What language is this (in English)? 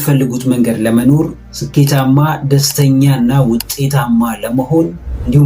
Amharic